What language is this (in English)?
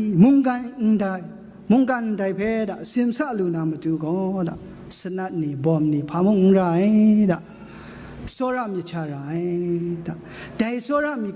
Kachin